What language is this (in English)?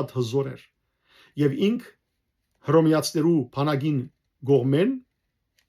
Western Armenian